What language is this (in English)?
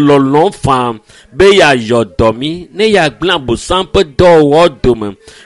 Ewe